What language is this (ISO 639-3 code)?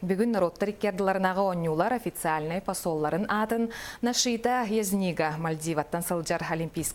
sah